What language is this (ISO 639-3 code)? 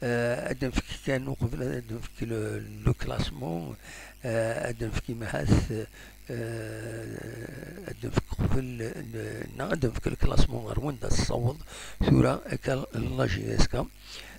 kab